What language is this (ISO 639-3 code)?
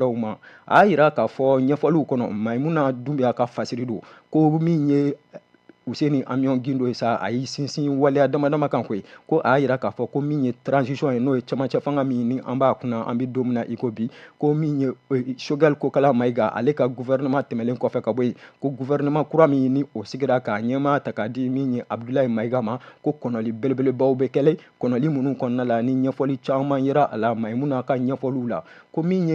bam